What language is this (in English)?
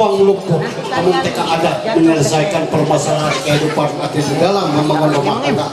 Ma'anyan